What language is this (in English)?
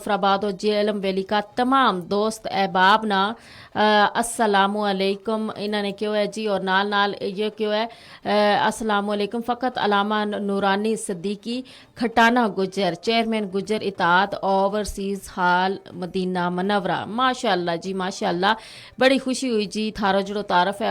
Gujari